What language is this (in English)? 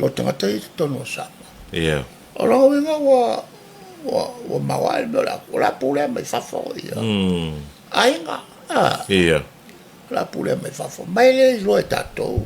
Samoan